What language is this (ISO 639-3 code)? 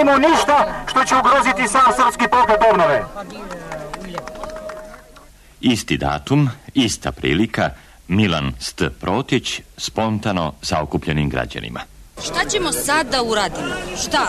srp